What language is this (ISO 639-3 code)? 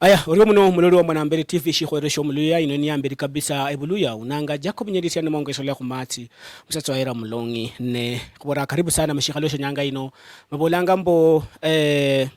luy